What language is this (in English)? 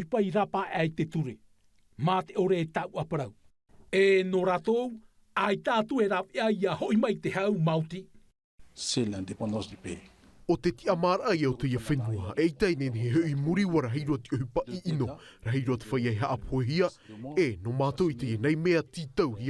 Tahitian